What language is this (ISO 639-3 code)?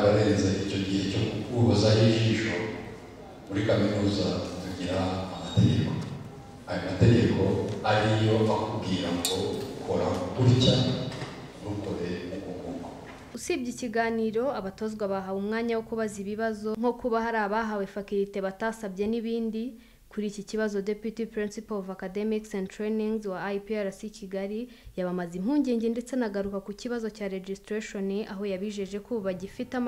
kin